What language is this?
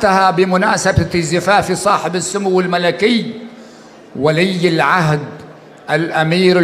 North Levantine Arabic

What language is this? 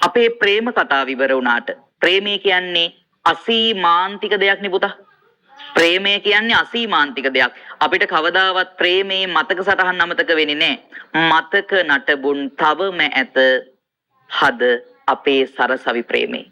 Sinhala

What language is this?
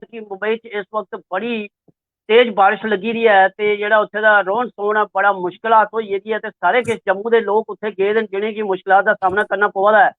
Dogri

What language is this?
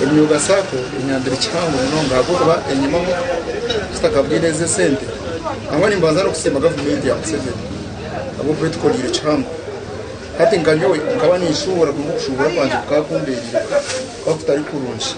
Nyankole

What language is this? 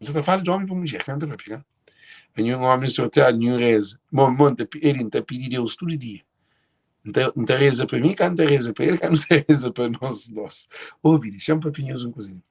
Kabuverdianu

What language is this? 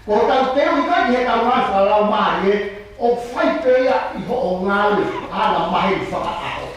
Tongan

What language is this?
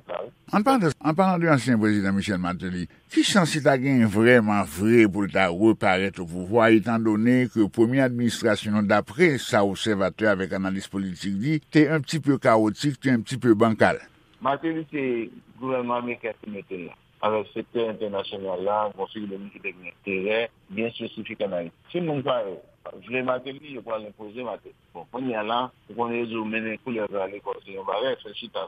Haitian Creole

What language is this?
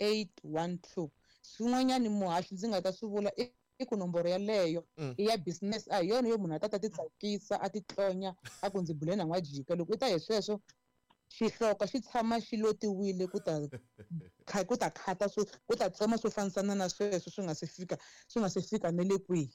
Tsonga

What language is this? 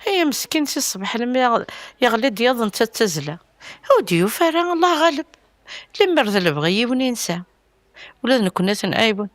Kabyle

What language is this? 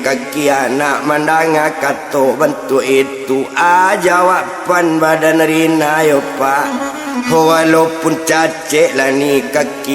Minangkabau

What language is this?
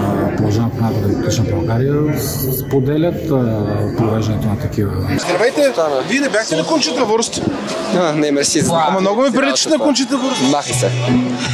Bulgarian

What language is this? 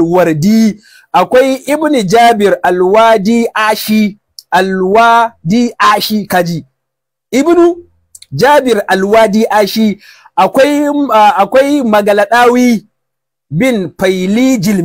Hausa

